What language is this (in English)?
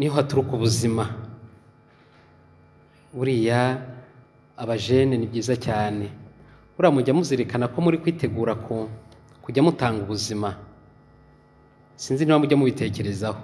Kinyarwanda